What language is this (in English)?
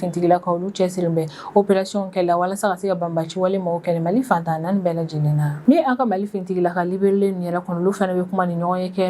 Bambara